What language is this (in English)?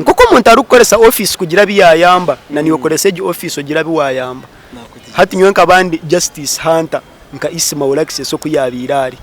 Nyankole